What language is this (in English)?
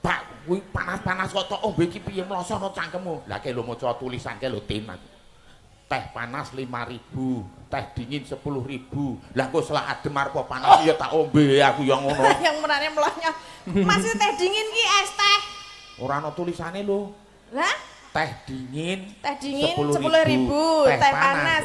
Javanese